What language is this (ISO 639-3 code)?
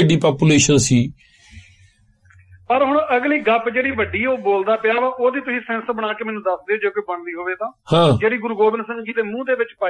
pan